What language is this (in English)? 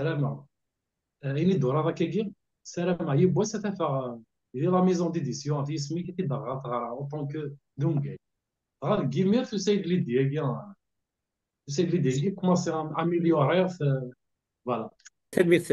Kabyle